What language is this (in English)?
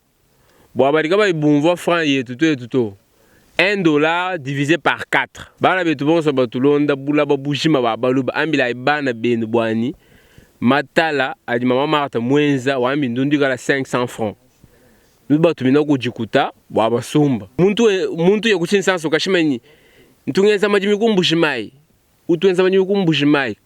Luba-Lulua